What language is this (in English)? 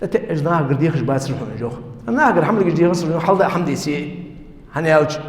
Ingush